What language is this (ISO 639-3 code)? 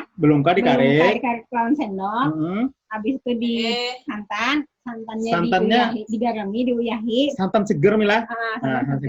bjn